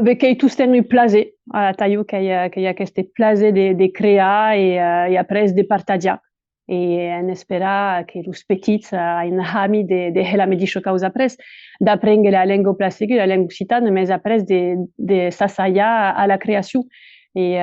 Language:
Occitan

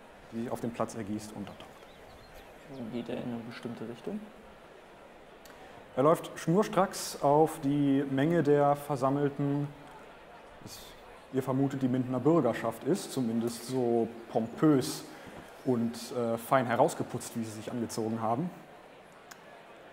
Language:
German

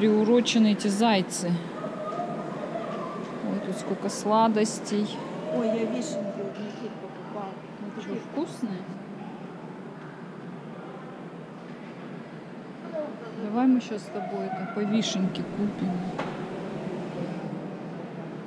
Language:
Russian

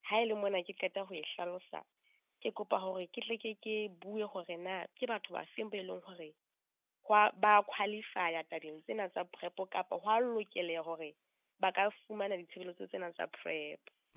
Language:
Southern Sotho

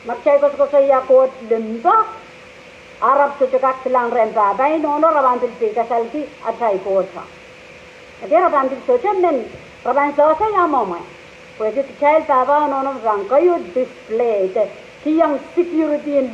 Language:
Pohnpeian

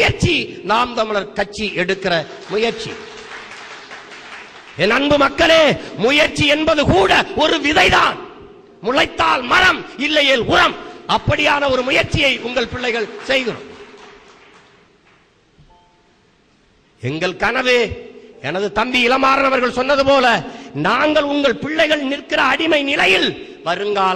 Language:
Tamil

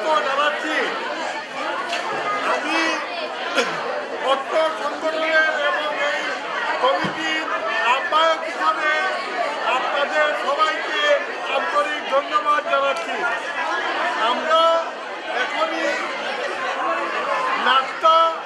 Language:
Bangla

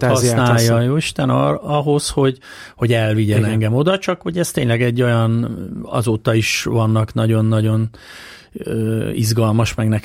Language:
Hungarian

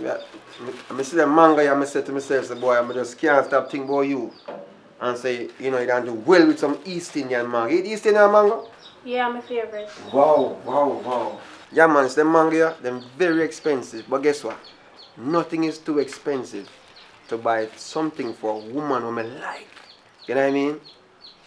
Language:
Jamaican Creole English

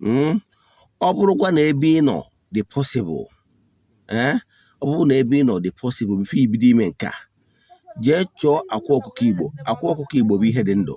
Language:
Igbo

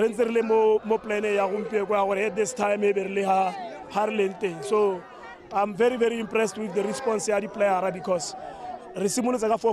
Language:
Tswana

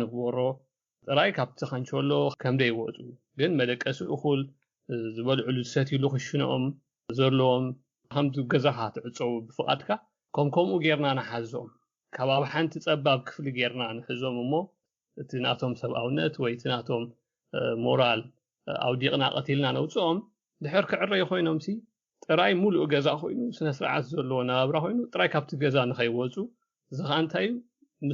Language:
Tigrinya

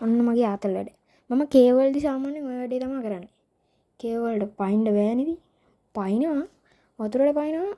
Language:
Sinhala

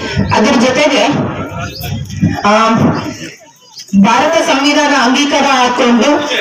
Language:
Kannada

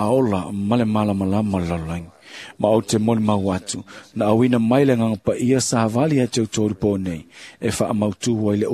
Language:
Samoan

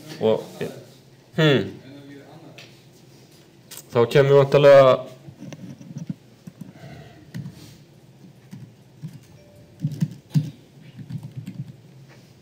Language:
Icelandic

